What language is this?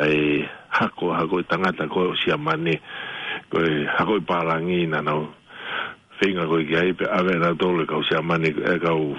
Tongan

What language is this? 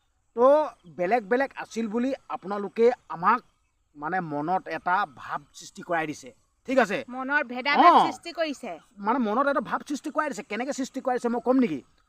Assamese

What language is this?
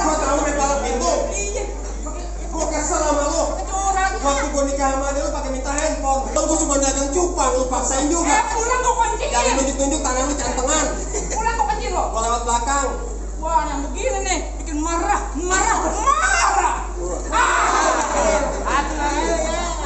Betawi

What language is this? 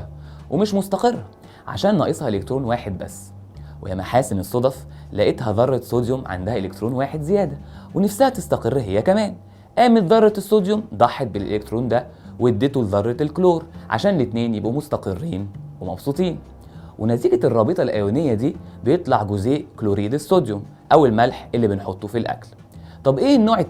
Egyptian Arabic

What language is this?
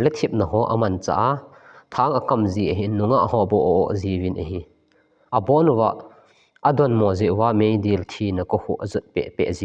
Thado Chin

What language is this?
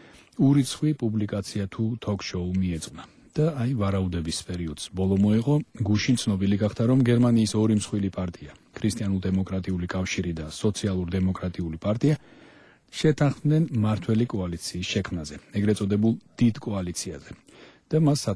Georgian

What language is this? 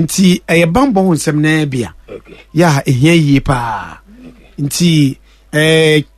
Akan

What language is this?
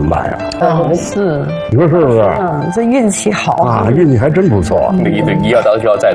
Chinese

